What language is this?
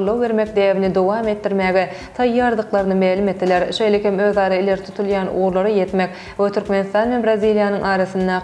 Turkmen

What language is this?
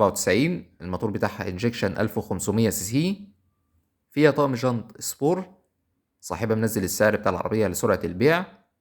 Egyptian Arabic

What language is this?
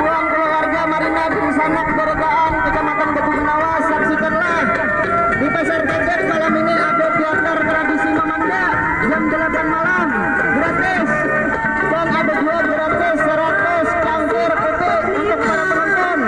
Banjar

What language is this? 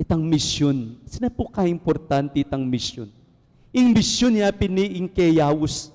Pampanga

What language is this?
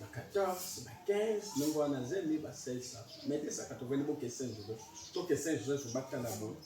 Lingala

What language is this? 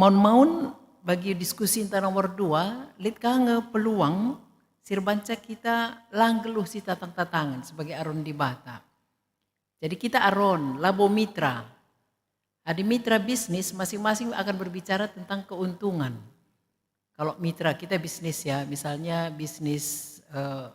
Batak Karo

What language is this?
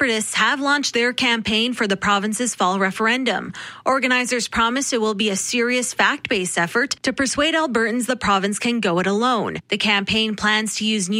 English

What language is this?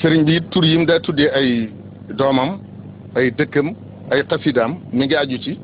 Wolof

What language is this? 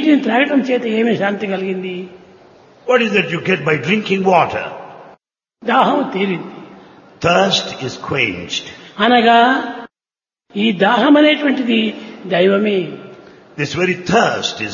Telugu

